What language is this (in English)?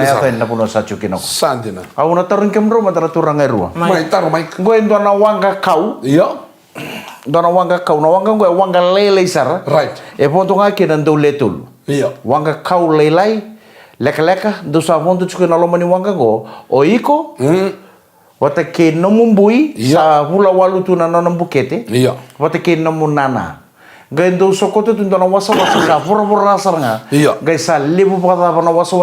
Fijian